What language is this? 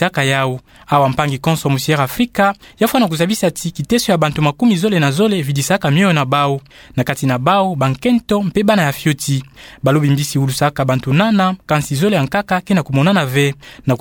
Kituba (Democratic Republic of Congo)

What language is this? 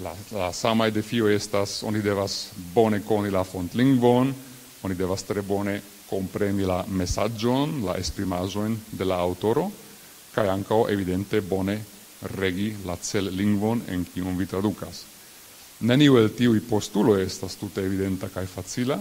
Esperanto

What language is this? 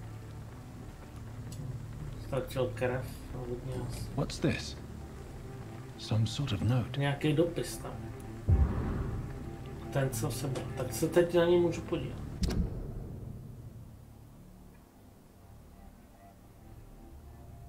Czech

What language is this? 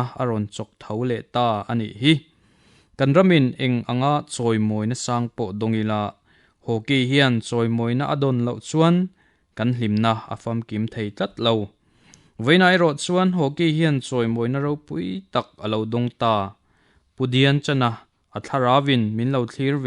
Mizo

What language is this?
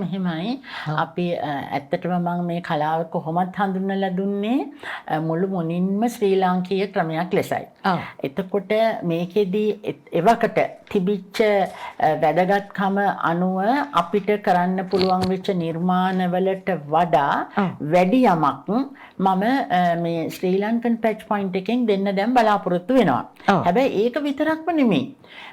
Sinhala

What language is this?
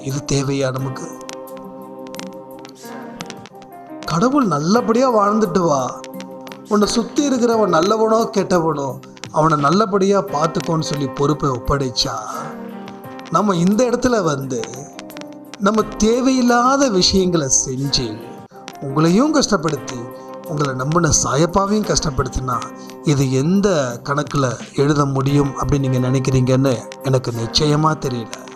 Tamil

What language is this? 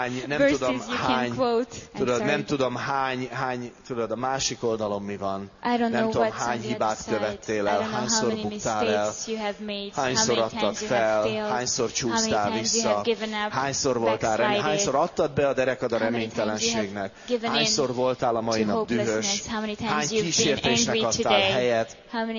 Hungarian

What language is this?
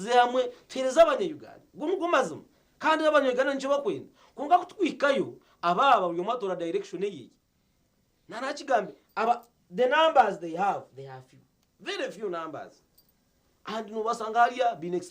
Nyankole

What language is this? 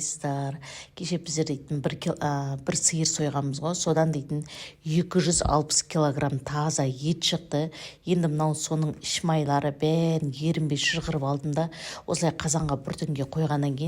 Kazakh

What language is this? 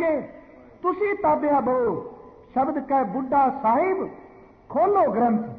Punjabi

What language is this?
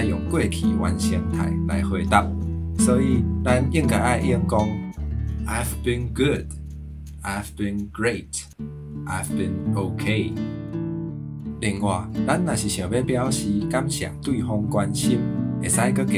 Min Nan Chinese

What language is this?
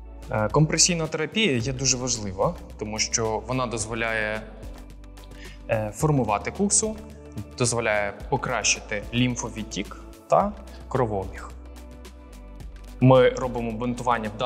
Ukrainian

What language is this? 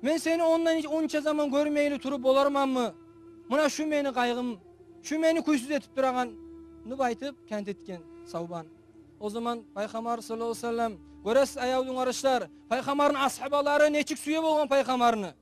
Kumyk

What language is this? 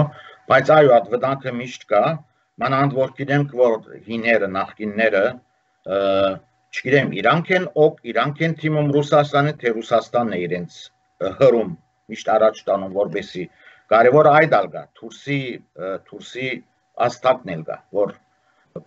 Armenian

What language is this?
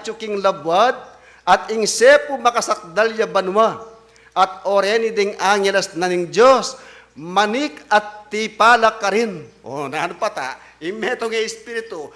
Pampanga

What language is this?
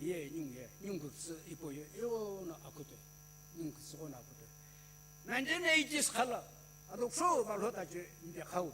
Sumi Naga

